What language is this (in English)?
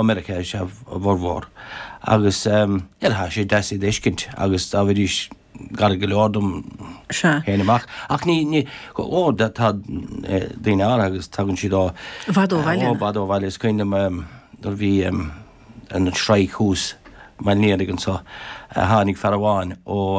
Irish